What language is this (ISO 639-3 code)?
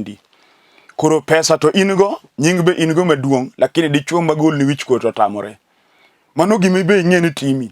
luo